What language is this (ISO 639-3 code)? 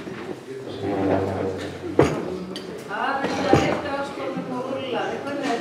isl